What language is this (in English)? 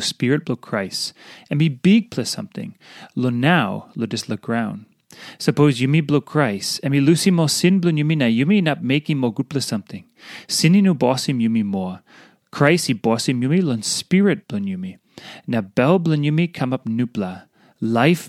Tok Pisin